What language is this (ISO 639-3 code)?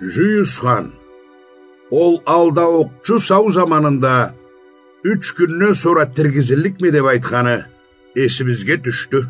krc